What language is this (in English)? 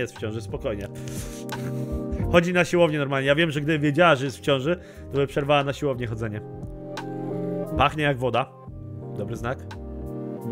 Polish